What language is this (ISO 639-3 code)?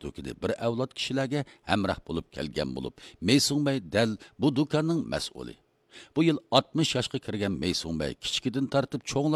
uig